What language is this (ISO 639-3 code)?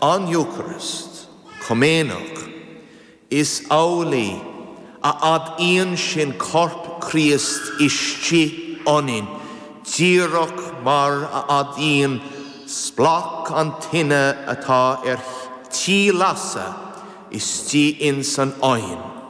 gle